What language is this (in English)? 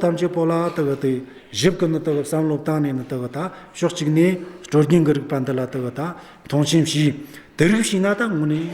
Amdo Tibetan